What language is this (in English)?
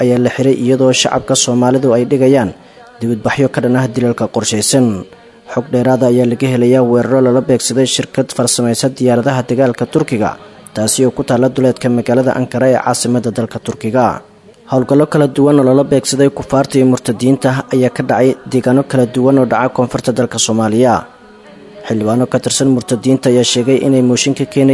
Somali